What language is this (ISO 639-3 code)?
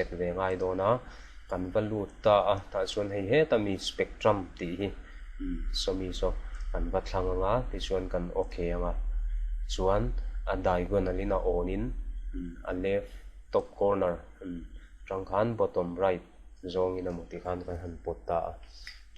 lus